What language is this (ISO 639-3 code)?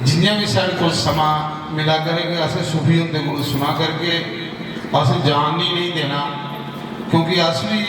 doi